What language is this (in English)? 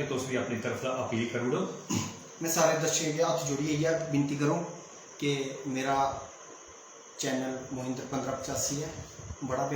Dogri